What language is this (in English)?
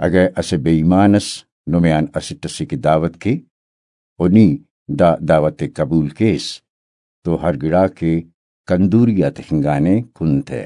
Brahui